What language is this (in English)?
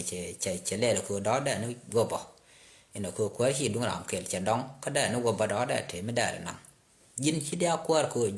Nuer